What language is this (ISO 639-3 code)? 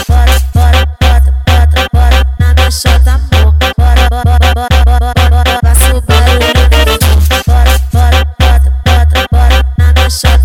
por